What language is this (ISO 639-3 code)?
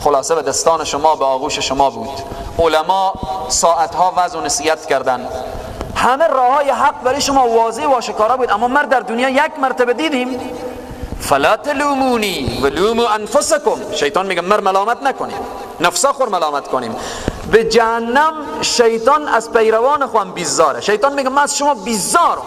fas